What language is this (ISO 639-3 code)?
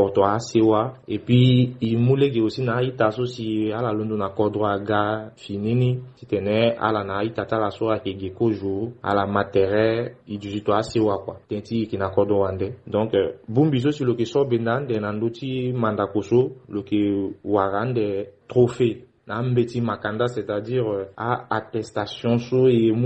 sag